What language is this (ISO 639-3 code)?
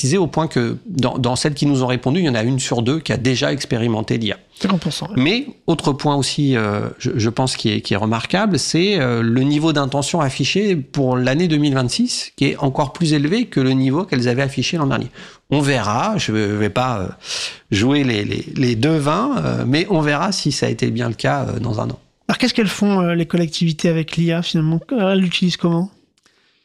fra